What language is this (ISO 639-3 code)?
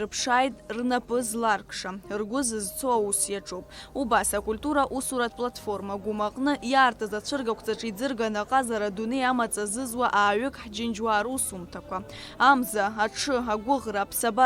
abk